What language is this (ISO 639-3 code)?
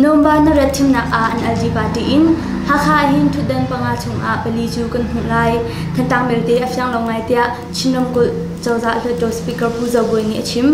cnh